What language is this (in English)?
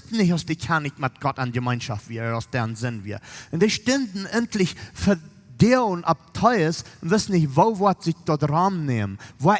Plautdietsch